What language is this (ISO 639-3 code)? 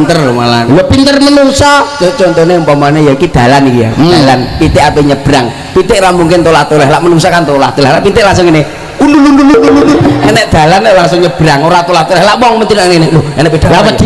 jav